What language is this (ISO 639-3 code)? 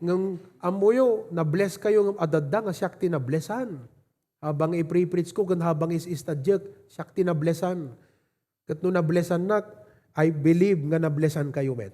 ilo